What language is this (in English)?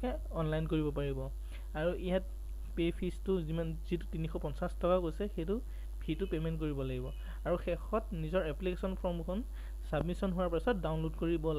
Assamese